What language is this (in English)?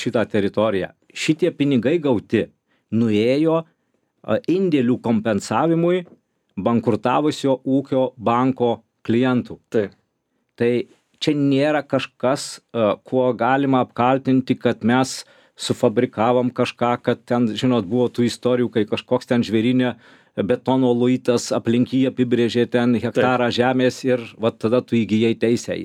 Lithuanian